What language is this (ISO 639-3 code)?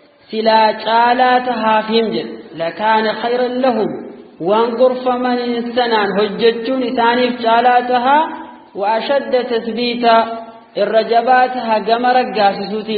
orm